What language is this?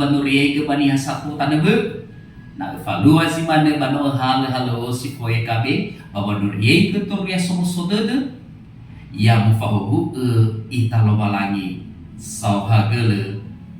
Nias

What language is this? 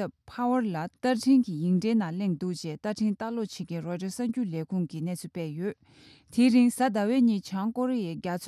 Tibetan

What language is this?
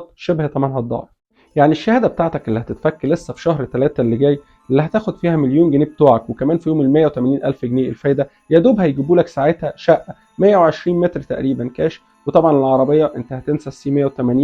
Egyptian Arabic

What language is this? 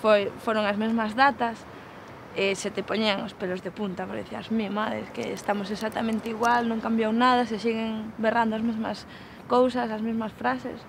Galician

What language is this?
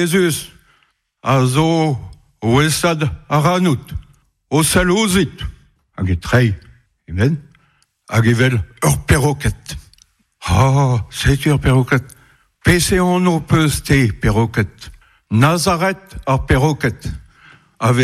Breton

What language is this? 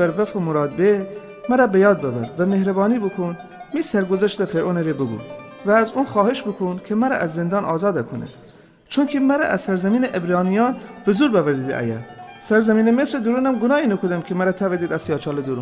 Gilaki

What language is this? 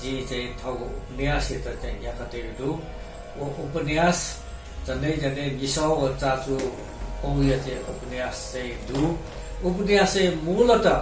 Newari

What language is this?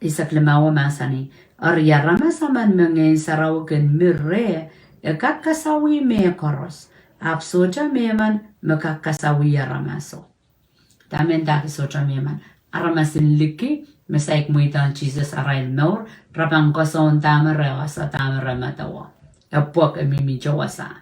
Pohnpeian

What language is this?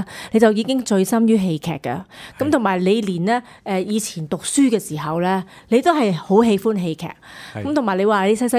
Cantonese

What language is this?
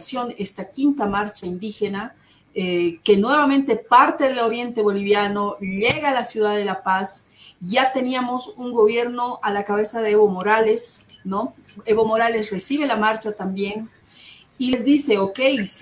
Spanish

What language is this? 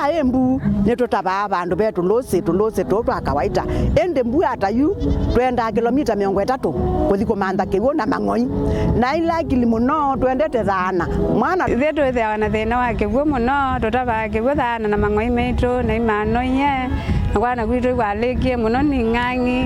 Kamba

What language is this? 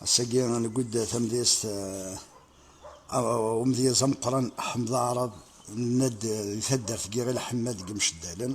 Kabyle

